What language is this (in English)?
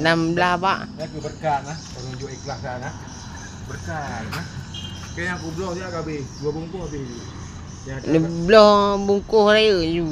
Achinese